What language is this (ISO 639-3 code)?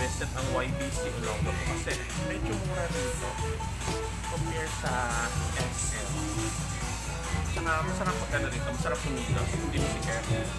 fil